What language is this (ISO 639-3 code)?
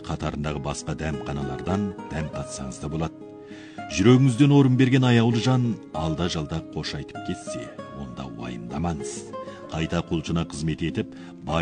kaz